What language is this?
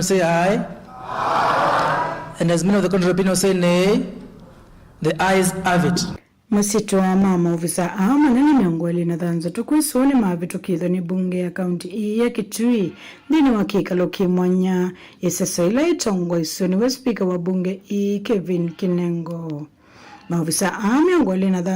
Kamba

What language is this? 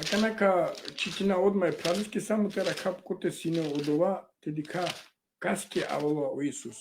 Balkan Romani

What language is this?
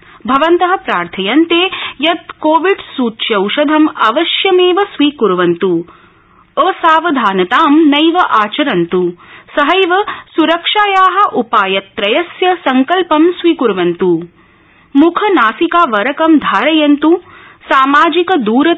Sanskrit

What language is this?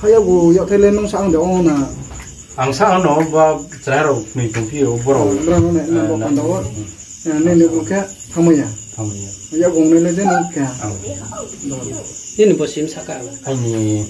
Riang (India)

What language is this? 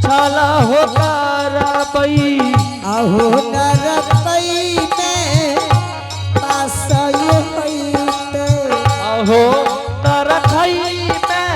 Angika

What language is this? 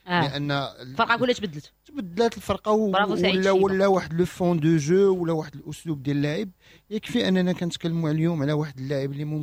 Moroccan Arabic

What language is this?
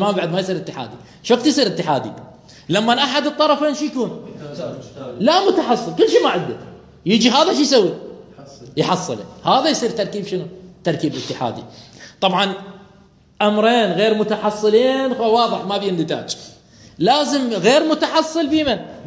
Mesopotamian Arabic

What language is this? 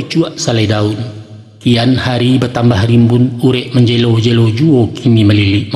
Minangkabau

